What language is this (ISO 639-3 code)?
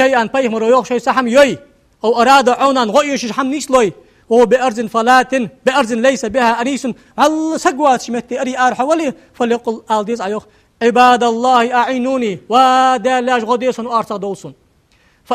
inh